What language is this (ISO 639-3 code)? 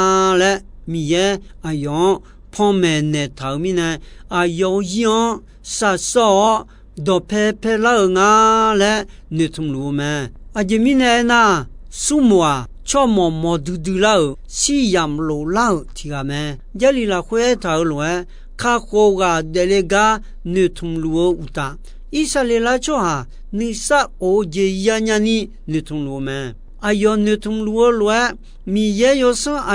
ahk